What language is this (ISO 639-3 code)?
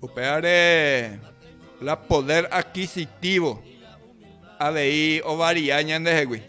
grn